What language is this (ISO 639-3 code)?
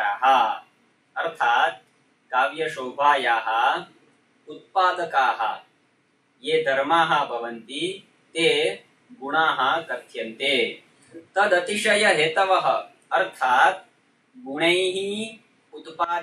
san